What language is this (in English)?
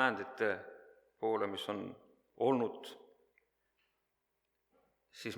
Estonian